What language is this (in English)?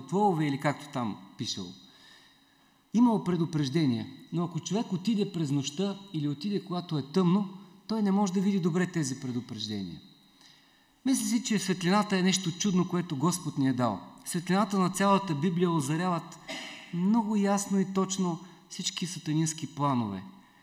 Bulgarian